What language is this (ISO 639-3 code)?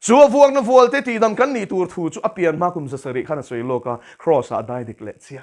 lus